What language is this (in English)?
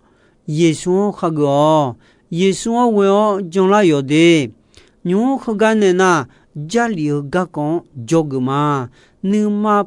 Akha